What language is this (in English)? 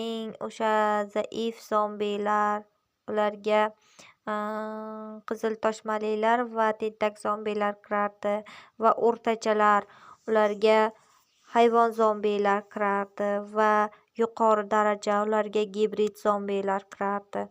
Uzbek